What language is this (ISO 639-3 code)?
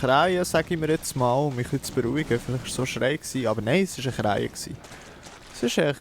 gsw